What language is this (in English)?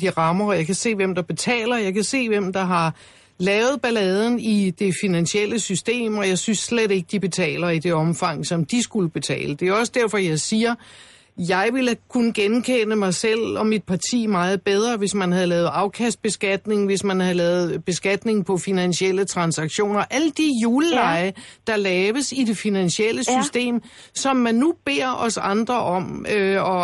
Danish